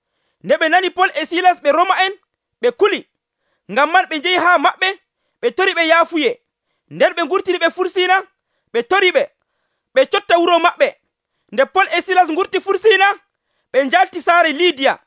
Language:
Nigerian Fulfulde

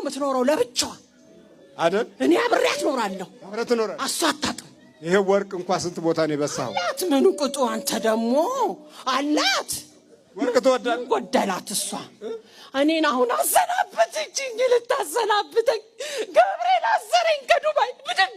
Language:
Amharic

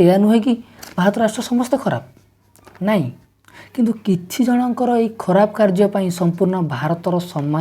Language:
Odia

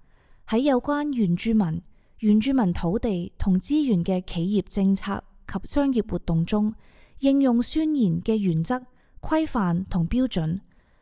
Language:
Cantonese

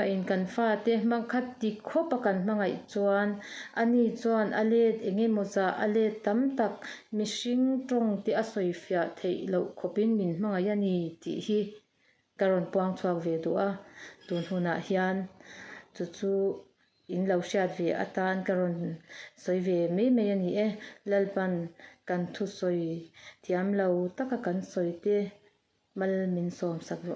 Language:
Mizo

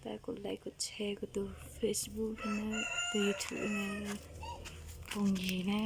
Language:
Hmong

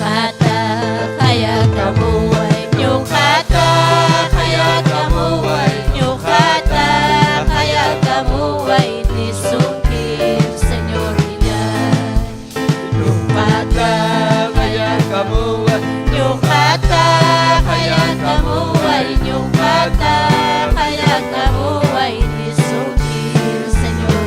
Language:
Ayacucho Quechua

